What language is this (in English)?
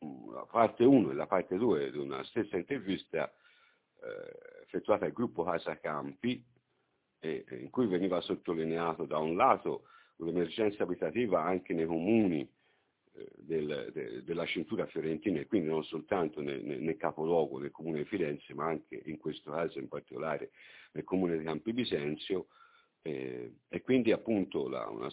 Italian